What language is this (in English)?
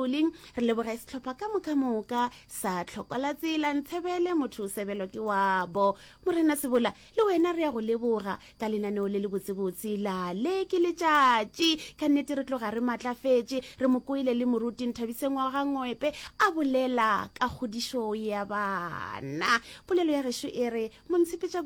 Northern Sotho